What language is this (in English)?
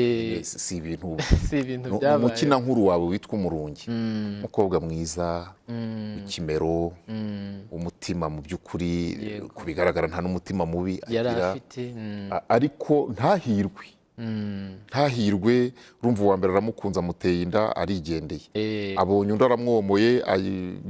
Kinyarwanda